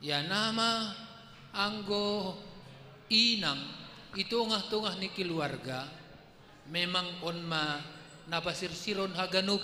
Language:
Batak Simalungun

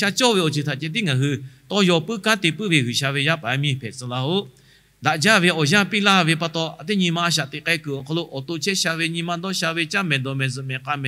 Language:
Lahu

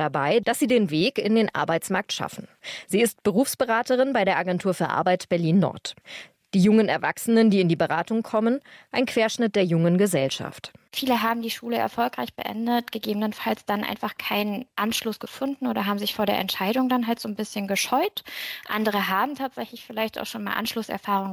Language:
German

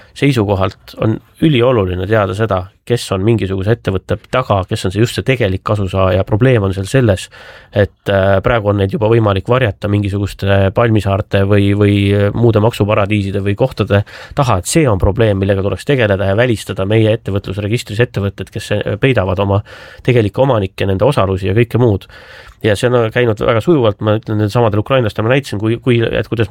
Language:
Estonian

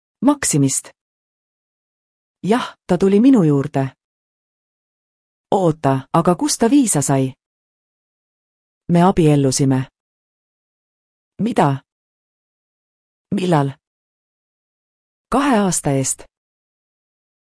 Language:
Estonian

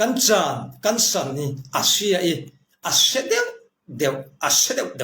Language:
Falam Chin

